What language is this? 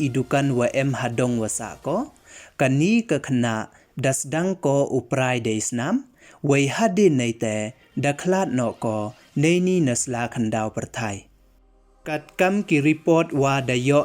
Pnar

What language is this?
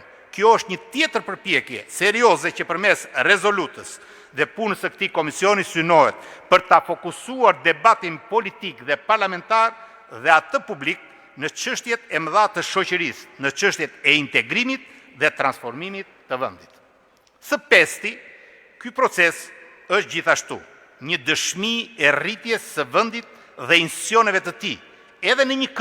Albanian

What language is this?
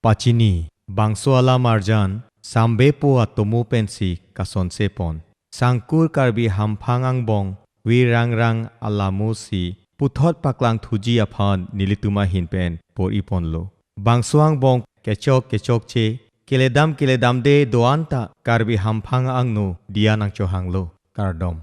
Karbi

